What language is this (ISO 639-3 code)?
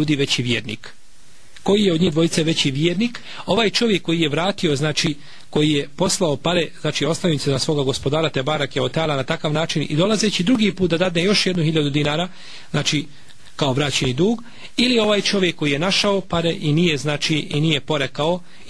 bos